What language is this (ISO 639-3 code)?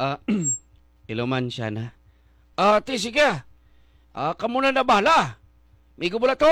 hil